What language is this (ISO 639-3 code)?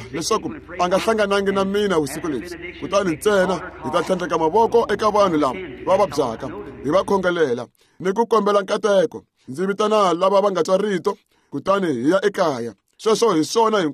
tso